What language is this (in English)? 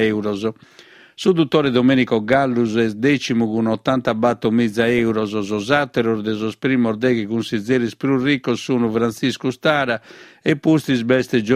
Sardinian